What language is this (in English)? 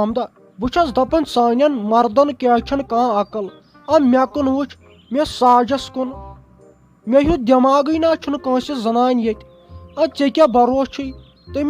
Kashmiri